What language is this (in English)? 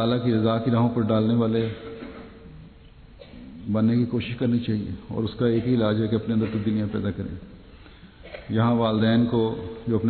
Urdu